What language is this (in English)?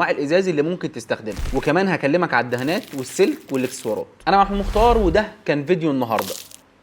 Egyptian Arabic